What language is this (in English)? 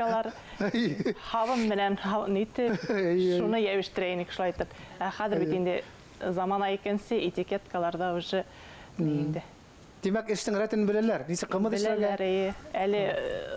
Bashkir